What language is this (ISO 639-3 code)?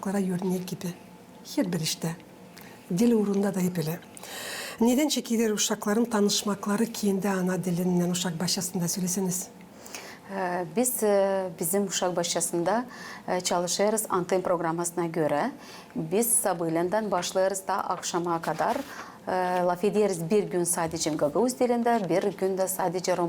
gag